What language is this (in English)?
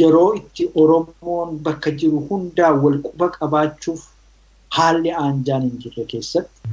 Oromo